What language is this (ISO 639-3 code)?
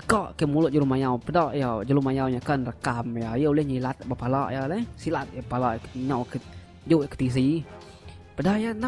iba